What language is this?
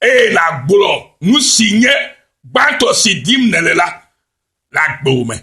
Ewe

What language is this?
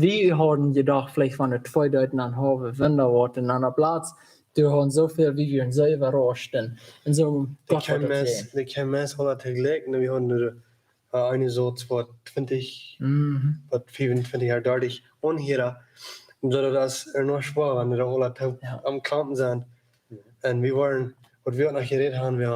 Plautdietsch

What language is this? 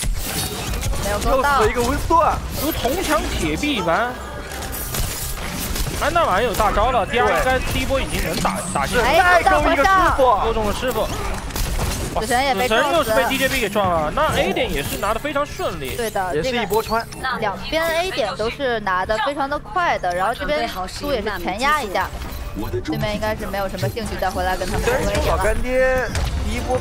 Chinese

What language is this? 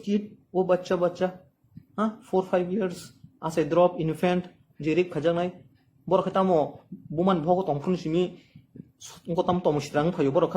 Kok Borok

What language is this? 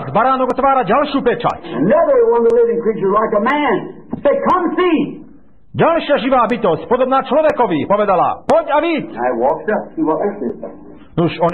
Slovak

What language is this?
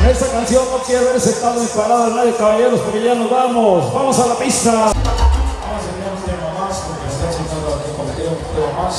Spanish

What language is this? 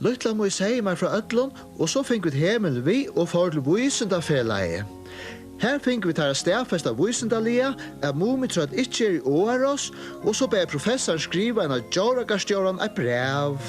Faroese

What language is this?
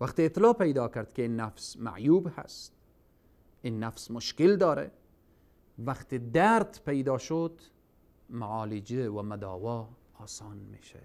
Persian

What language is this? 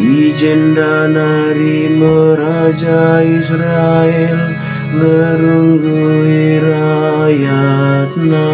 Batak Karo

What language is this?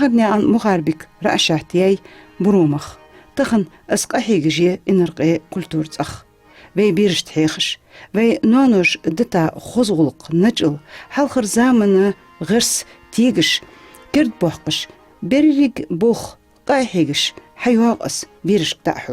Ingush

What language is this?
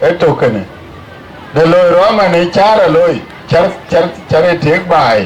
Dinka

